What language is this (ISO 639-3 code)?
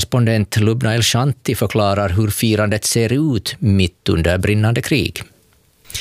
swe